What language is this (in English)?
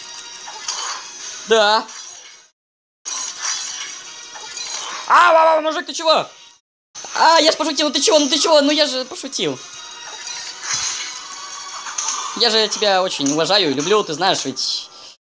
Russian